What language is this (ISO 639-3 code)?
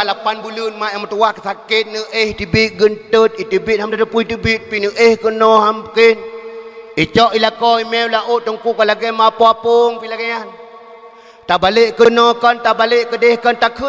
ace